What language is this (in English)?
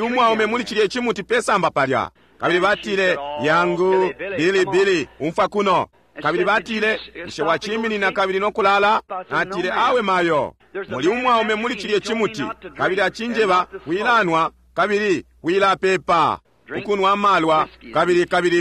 Bemba